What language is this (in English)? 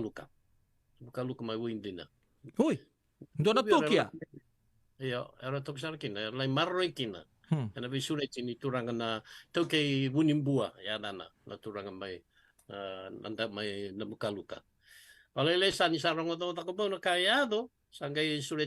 Fijian